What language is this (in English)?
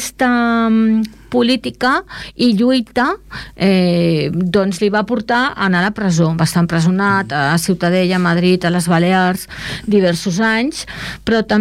Catalan